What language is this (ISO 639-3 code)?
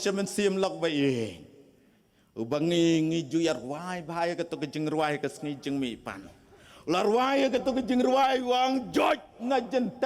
kha